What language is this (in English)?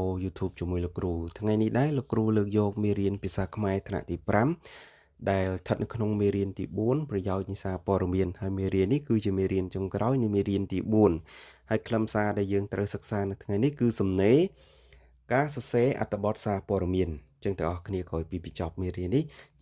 Khmer